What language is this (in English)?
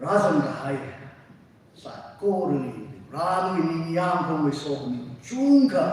Tangkhul Naga (India)